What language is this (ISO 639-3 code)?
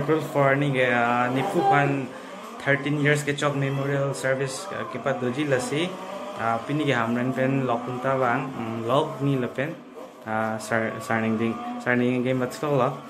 mjw